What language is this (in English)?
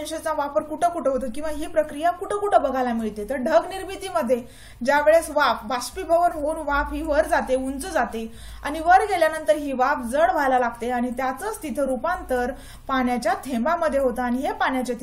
Marathi